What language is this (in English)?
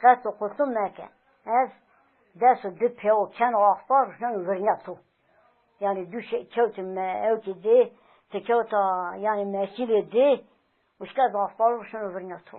Zaza